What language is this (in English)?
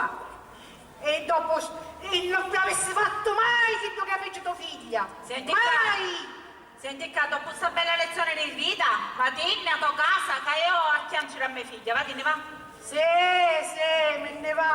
Sicilian